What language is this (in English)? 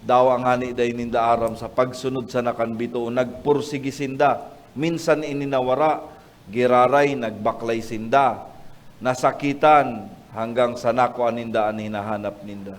Bikol